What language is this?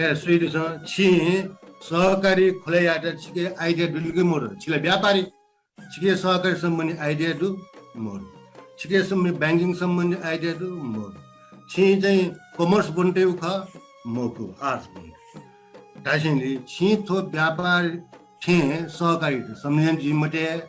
Newari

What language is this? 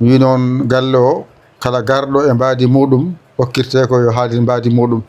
Fula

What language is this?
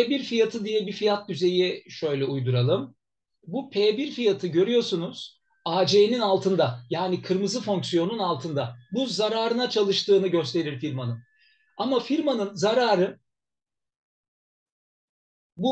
Turkish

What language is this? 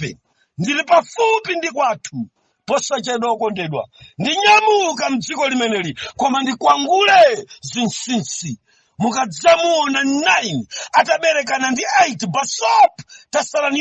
Nyanja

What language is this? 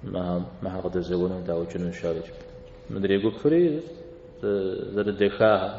Kabardian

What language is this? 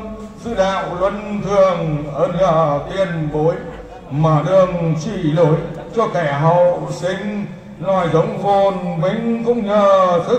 Vietnamese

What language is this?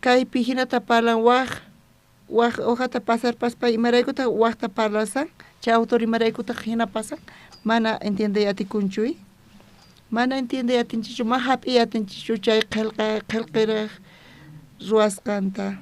South Bolivian Quechua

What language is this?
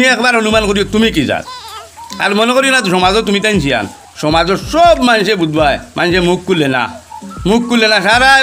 Sylheti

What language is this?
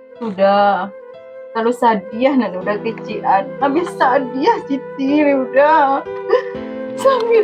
Minangkabau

